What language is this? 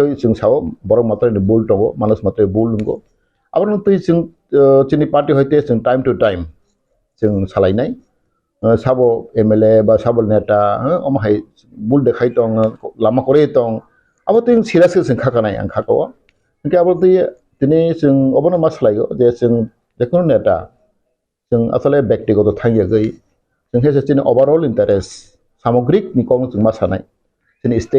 Kok Borok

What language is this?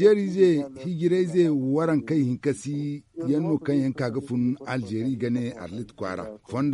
Zarma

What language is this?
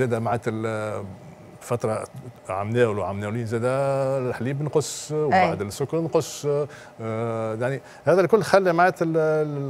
Tunisian Arabic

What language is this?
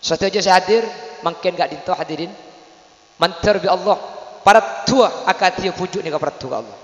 Madurese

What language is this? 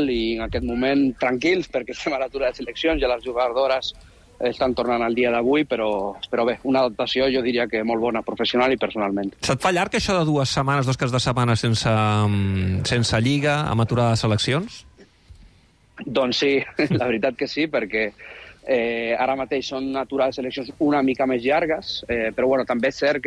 Catalan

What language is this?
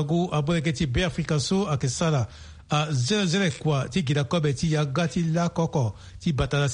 Sango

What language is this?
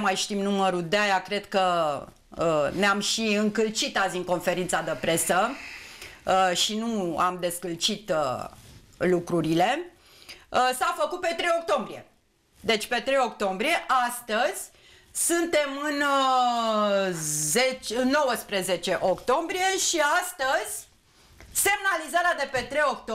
Romanian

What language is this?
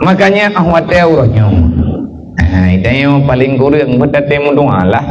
Achinese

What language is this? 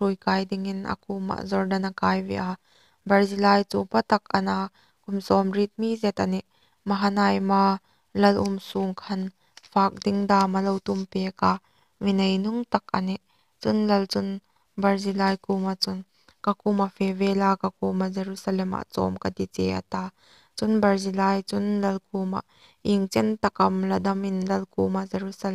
Hmar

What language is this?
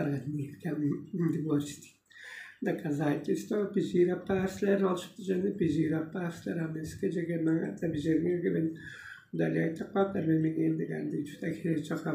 Tuvinian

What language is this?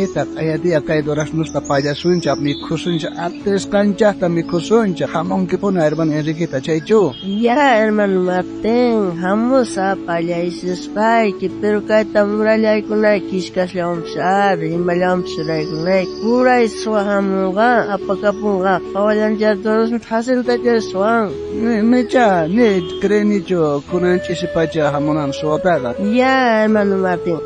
South Bolivian Quechua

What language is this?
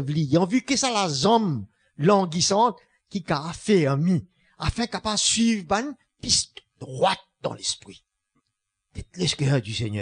Morisyen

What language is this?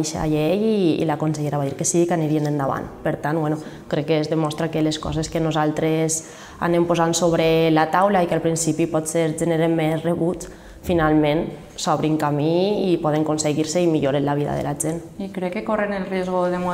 Catalan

